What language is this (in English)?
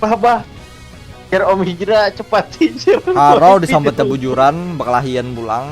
Banjar